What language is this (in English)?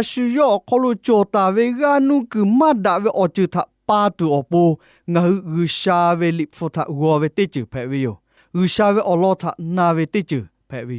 Lahu